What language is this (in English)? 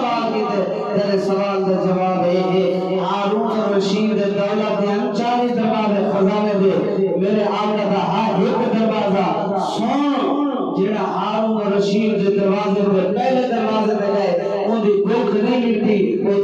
Saraiki